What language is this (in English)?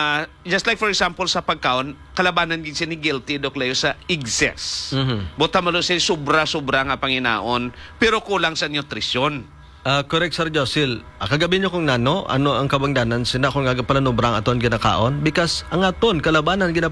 Hiligaynon